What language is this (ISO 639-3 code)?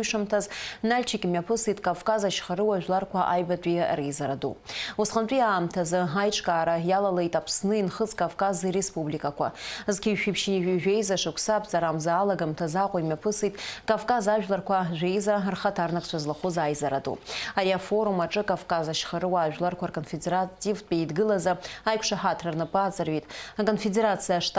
abk